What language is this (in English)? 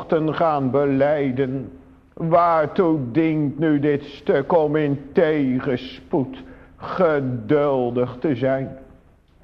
Dutch